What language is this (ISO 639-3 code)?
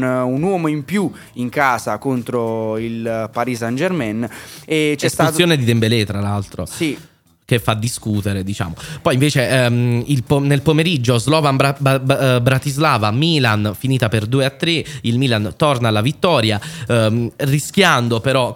ita